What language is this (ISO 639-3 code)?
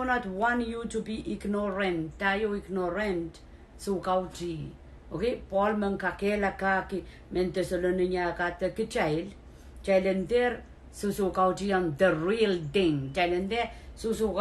pon